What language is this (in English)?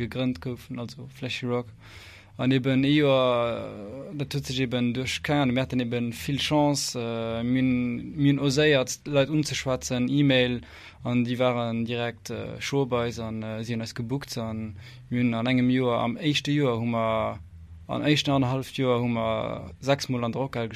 Luxembourgish